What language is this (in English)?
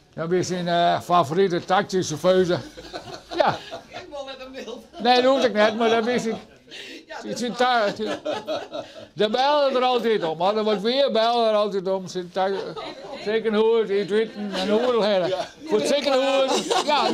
Western Frisian